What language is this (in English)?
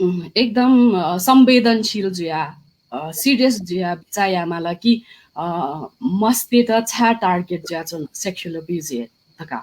Newari